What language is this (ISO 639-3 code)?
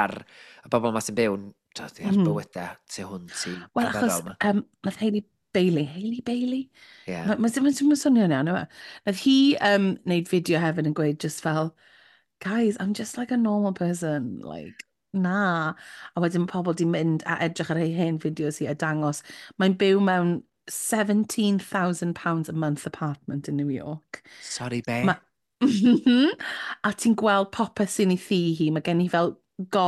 cym